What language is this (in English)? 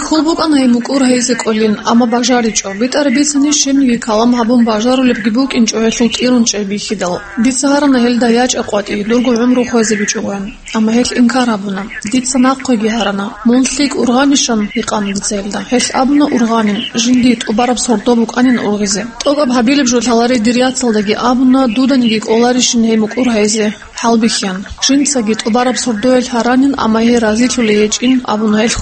Avaric